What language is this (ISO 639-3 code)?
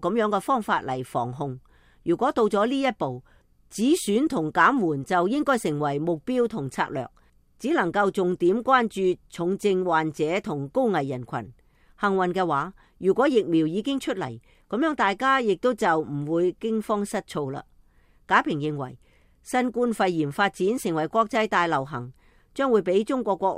yue